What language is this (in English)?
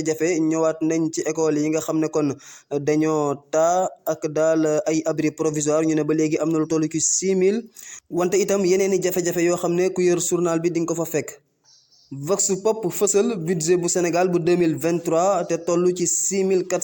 Wolof